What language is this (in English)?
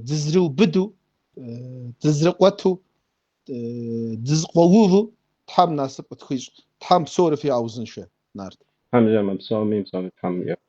Kabardian